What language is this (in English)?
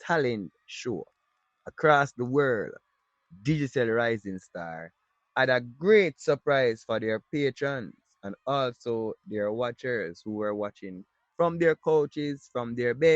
Jamaican Creole English